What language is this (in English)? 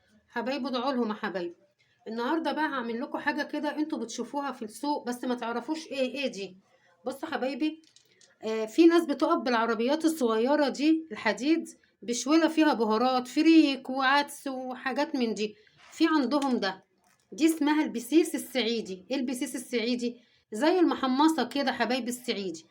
Egyptian Arabic